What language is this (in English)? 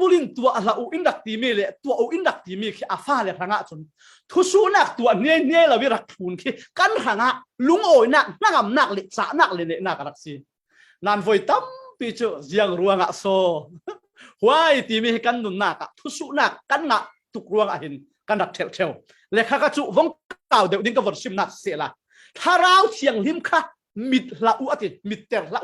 Falam Chin